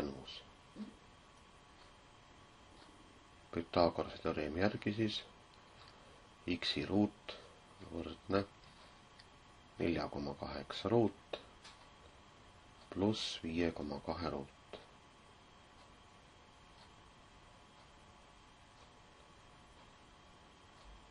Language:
Estonian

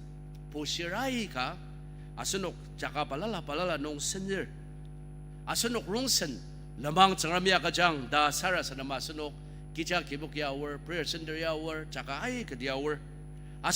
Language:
Ao Naga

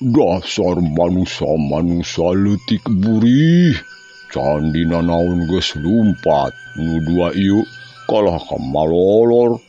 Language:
Sundanese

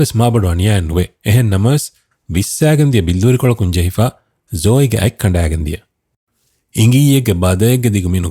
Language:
Divehi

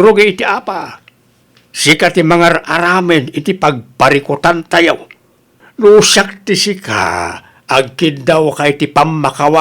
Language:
Iloko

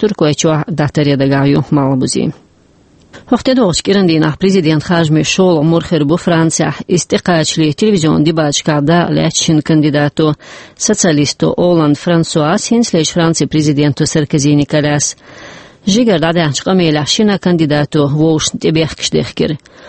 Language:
Chechen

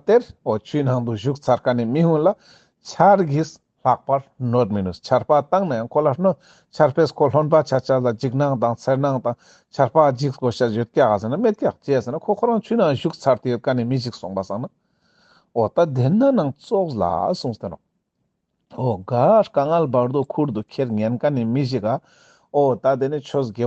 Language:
Ladakhi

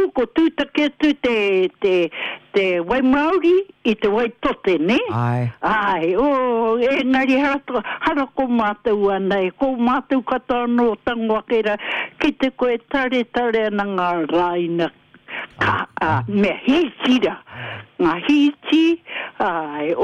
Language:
Māori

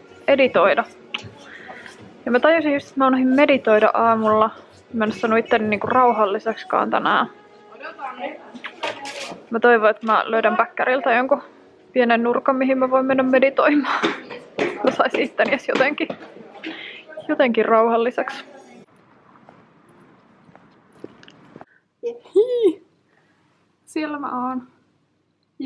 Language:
Finnish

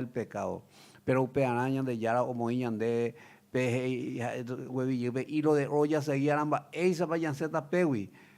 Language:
Guarani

